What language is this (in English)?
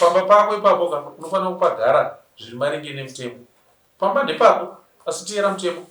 Shona